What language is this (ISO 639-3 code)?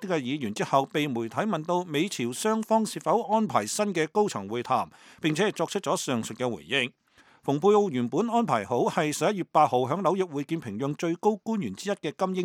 yue